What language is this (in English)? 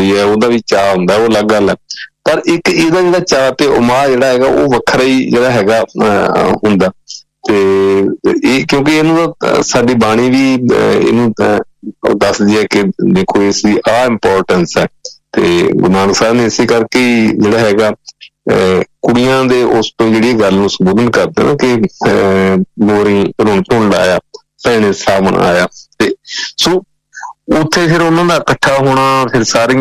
Punjabi